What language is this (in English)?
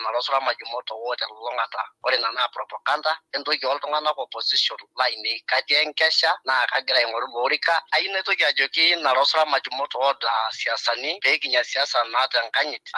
Masai